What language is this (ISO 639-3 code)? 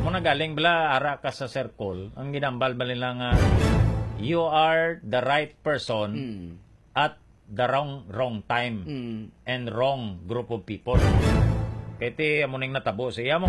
hil